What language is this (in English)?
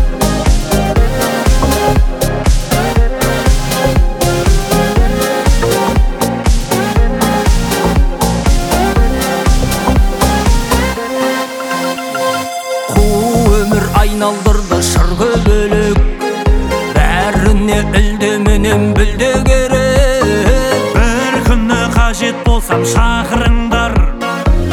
Kazakh